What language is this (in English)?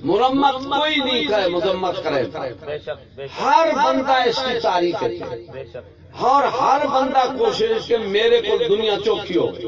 Saraiki